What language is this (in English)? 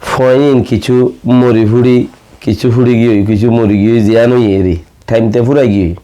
Rohingya